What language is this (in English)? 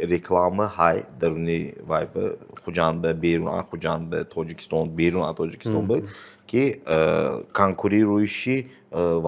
Tajik